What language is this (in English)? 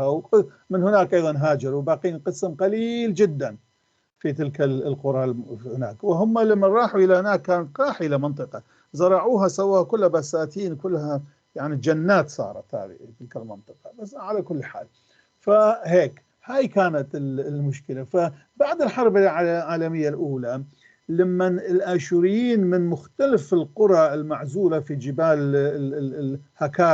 North Levantine Arabic